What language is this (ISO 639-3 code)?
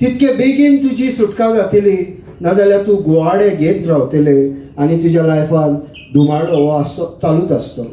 kok